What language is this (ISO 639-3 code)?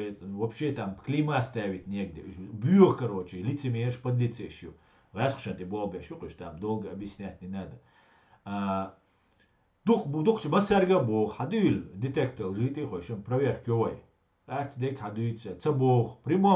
che